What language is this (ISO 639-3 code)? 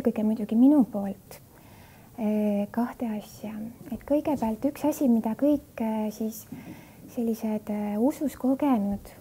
est